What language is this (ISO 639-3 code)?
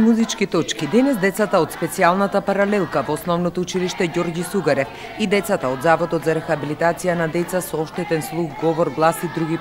mkd